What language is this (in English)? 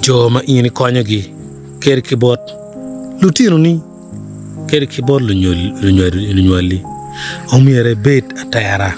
Acoli